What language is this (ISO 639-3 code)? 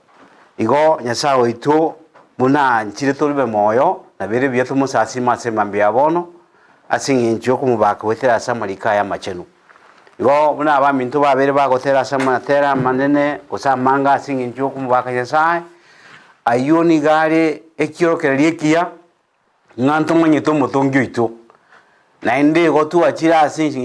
guz